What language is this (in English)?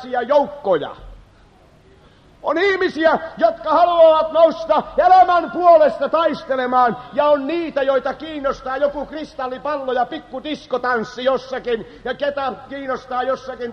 Finnish